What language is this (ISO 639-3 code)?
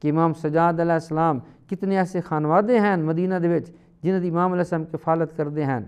skr